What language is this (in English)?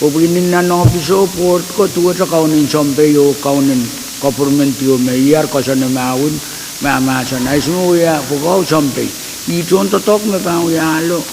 Pohnpeian